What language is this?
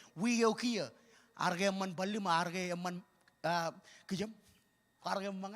Marshallese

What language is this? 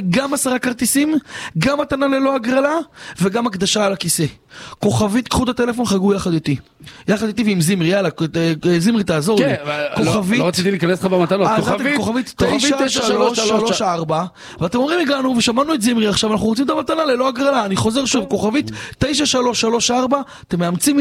Hebrew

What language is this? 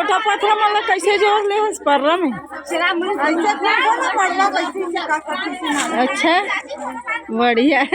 Chhattisgarhi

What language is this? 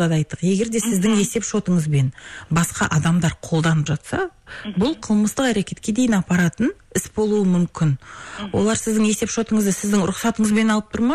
Kazakh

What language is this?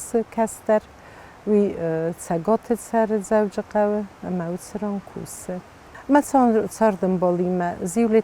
Ossetic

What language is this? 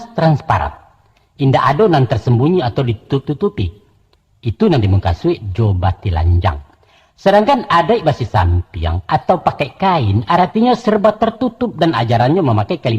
Minangkabau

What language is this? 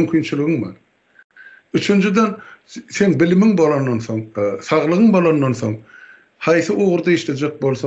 Turkmen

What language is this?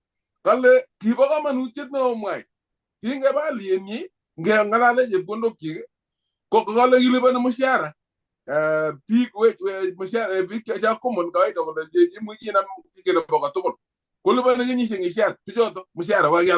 Kalenjin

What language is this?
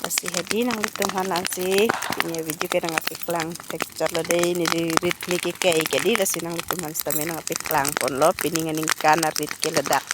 Karbi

